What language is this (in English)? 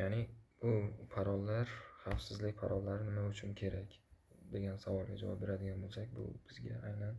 Uzbek